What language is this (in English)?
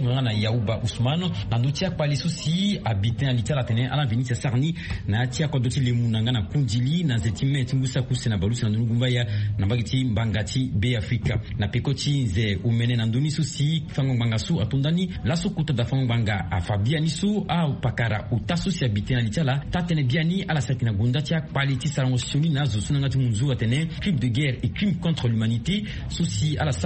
Sango